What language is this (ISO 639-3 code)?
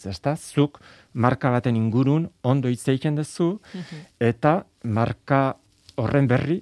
eus